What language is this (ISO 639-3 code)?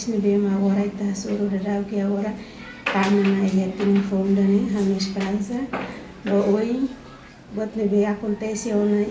tet